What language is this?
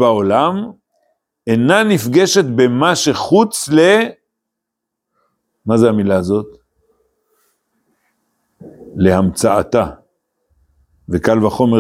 Hebrew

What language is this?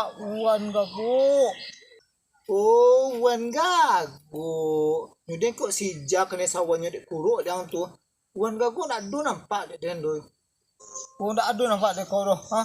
Minangkabau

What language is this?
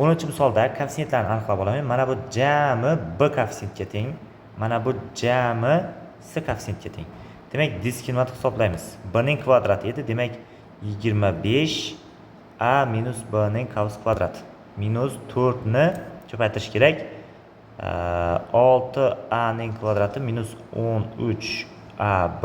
Uzbek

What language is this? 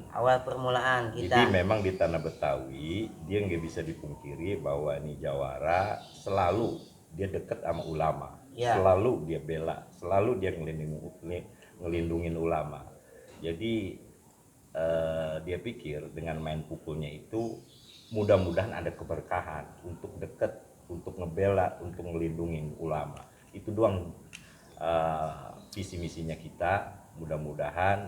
Betawi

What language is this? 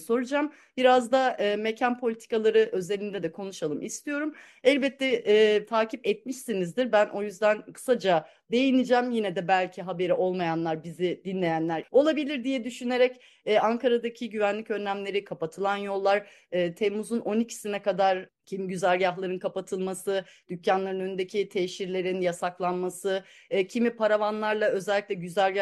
Turkish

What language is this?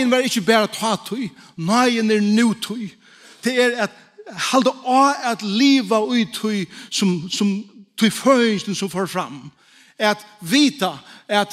Faroese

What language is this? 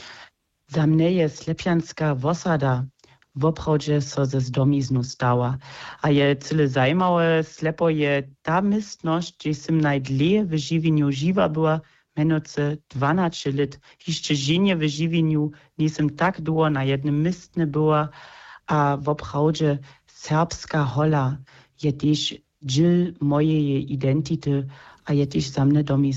Upper Sorbian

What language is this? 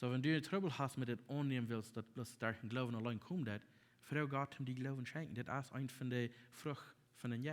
Plautdietsch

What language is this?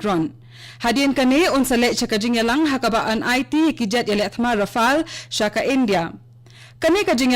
Khasi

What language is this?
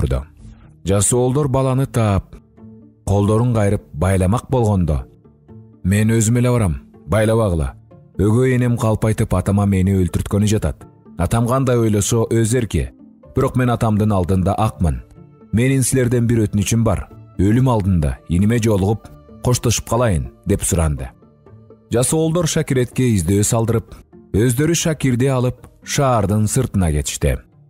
Kyrgyz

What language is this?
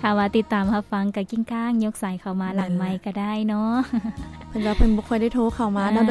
Lao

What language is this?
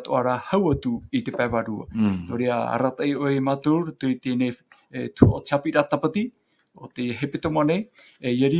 Tahitian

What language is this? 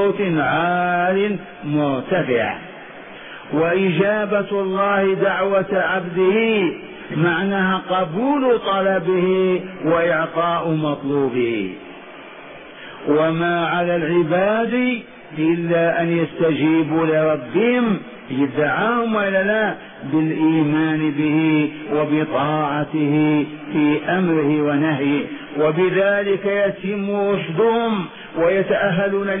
Arabic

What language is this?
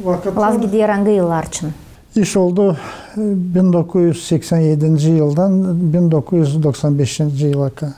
Gagauz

